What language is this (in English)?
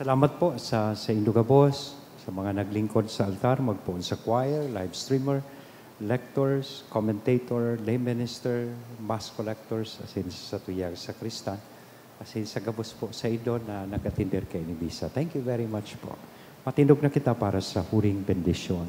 Bikol